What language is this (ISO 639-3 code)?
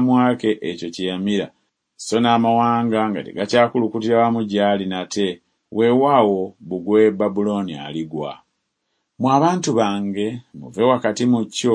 lug